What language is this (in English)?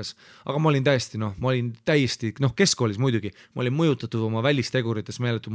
Estonian